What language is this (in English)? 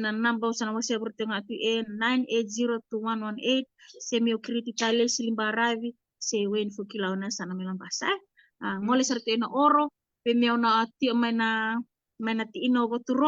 Fijian